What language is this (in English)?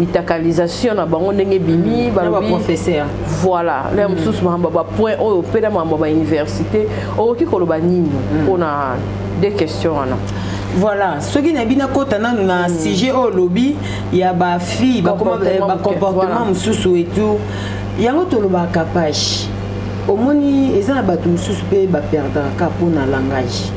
Lingala